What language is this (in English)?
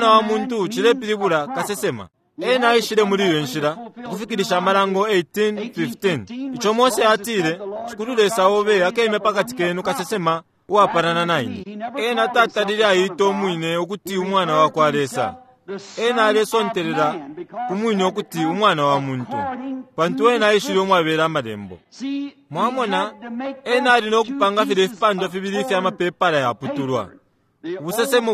Bemba